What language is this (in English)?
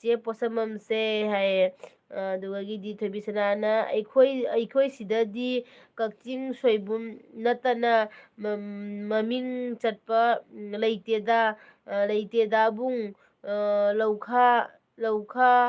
Manipuri